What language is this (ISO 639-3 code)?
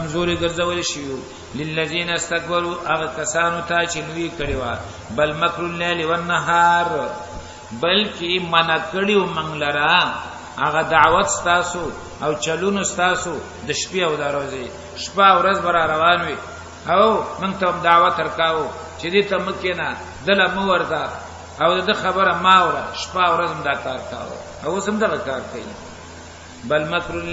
pus